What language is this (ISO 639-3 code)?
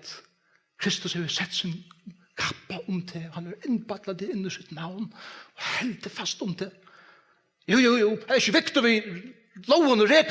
fao